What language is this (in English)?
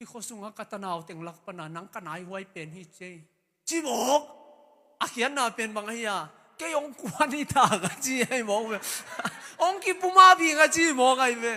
Tedim Chin